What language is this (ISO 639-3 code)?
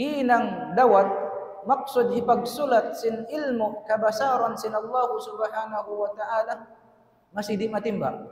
tsg